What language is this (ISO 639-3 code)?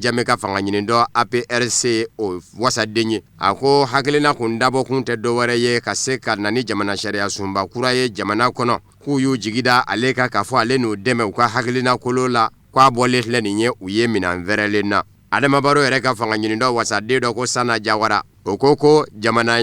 bam